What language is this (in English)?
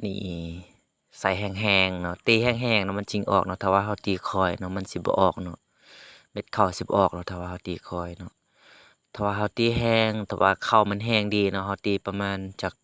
Lao